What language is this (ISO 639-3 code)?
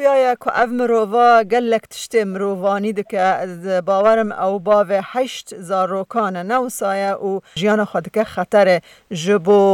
kur